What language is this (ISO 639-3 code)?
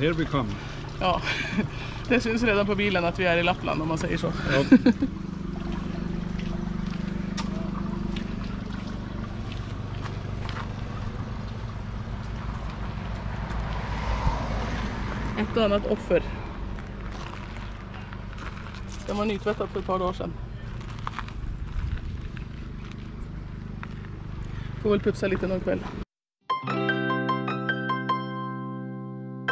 swe